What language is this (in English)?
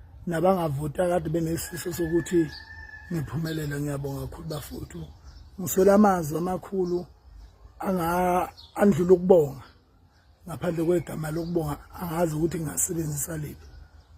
Zulu